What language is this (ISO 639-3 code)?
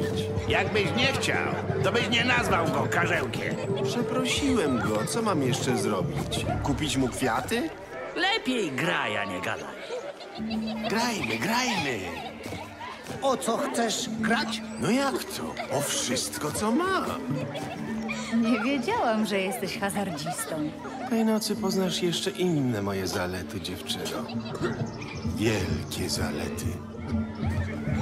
pol